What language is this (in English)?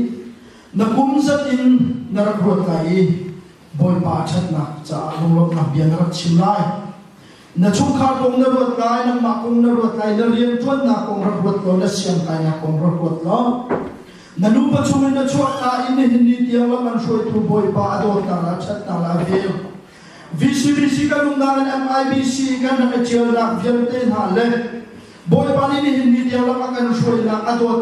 Hakha Chin